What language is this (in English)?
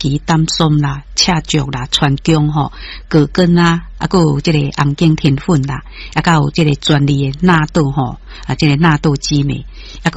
Min Nan Chinese